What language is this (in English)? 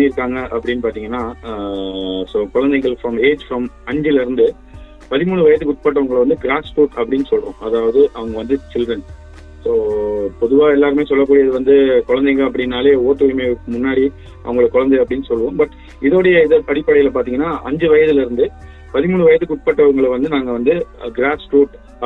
Tamil